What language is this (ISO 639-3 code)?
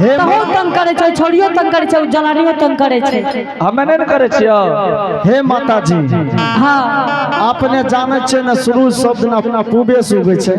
anp